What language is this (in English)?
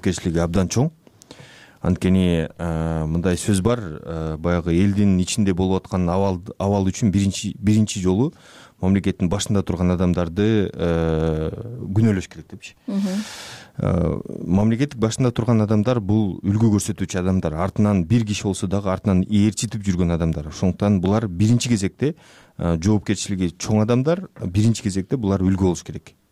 Kyrgyz